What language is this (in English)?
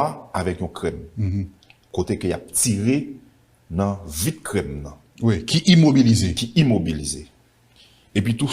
Haitian Creole